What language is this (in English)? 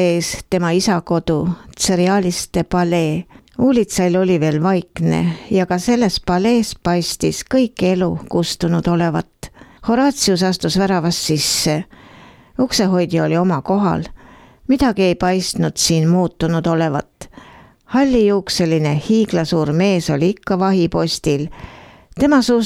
Estonian